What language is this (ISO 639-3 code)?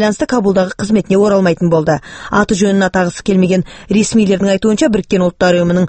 kaz